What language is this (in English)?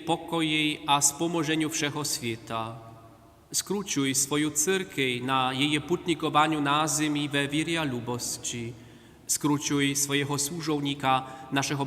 Upper Sorbian